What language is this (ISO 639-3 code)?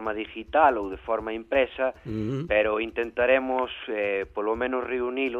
glg